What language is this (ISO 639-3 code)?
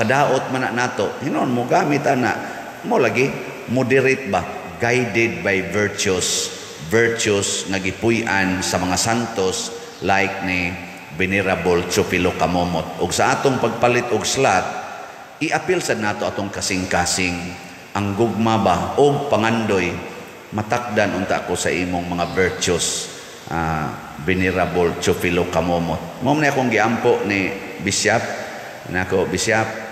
ceb